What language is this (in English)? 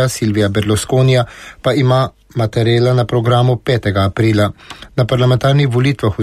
Slovenian